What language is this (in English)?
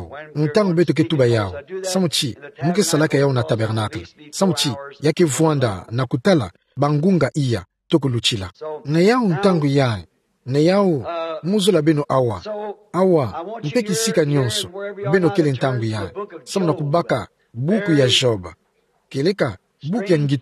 Kituba (Democratic Republic of Congo)